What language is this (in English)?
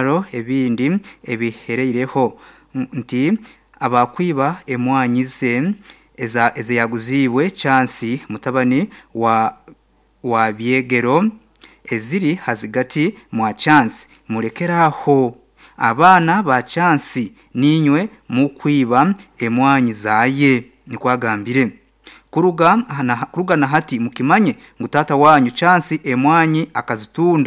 Nyankole